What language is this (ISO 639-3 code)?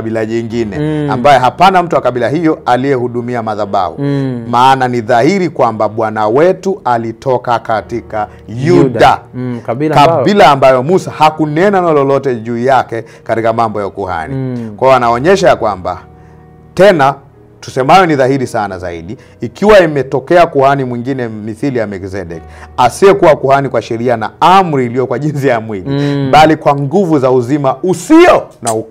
swa